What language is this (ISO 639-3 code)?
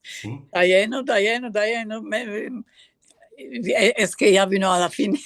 lad